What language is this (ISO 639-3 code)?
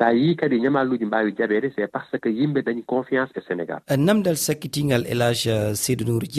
ful